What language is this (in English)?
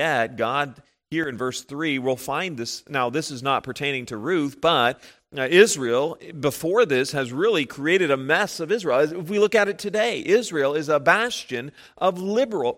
English